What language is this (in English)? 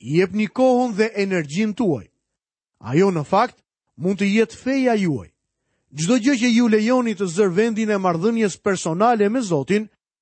Albanian